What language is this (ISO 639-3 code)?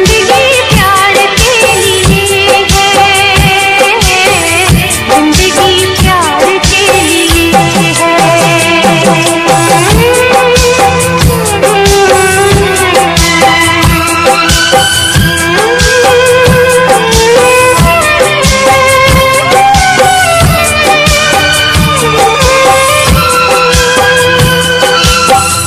hin